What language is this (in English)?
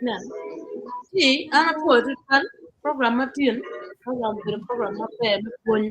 Acoli